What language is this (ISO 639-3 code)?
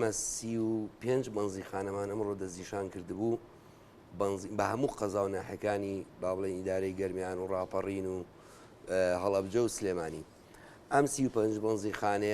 ckb